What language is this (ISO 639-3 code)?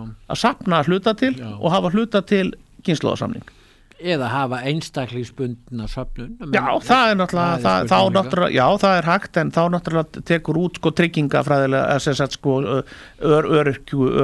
isl